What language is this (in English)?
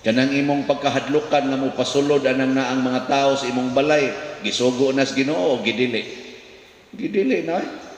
Cebuano